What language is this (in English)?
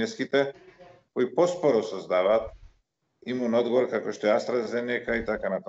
Macedonian